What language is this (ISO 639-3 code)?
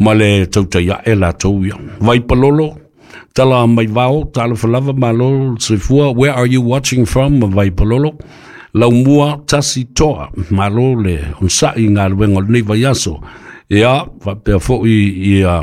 smo